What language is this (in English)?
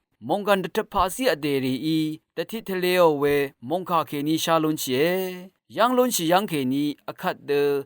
Rawang